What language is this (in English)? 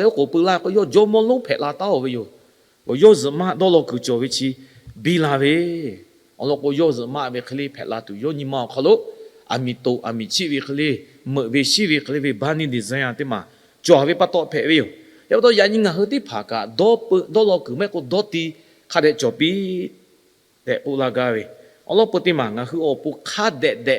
Lahu